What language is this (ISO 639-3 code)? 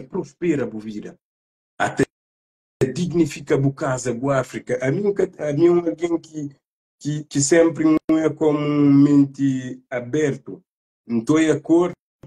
kea